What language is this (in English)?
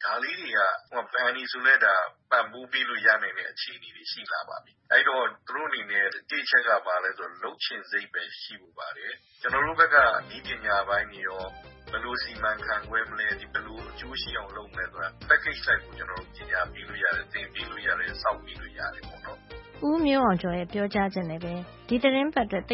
Burmese